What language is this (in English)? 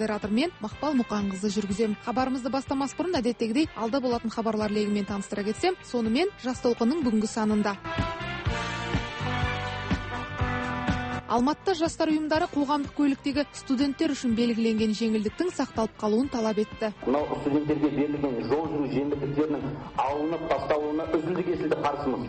Kazakh